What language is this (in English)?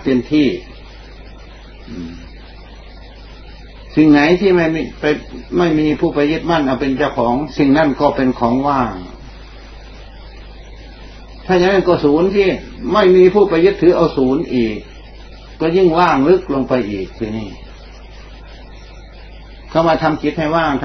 Thai